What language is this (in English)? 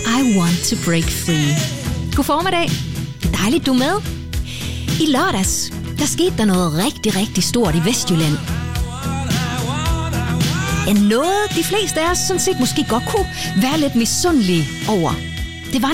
Danish